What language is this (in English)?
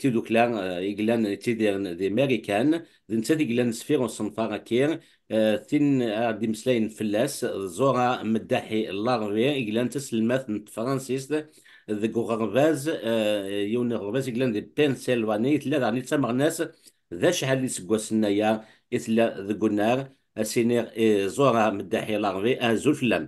Kabyle